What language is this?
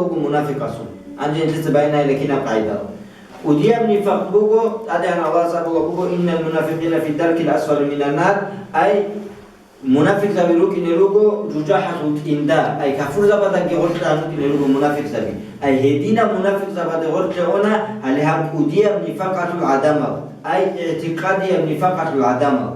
Avaric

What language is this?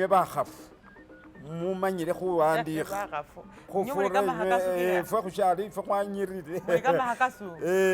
Masaaba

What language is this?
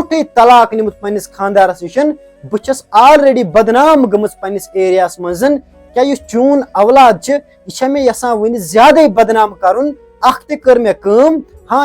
Kashmiri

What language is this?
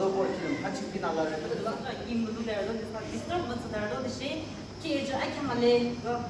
Yimchungru Naga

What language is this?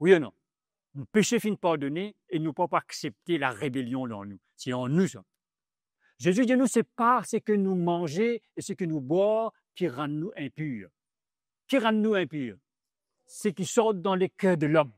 Morisyen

